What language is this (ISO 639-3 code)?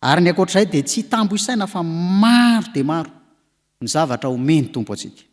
mlg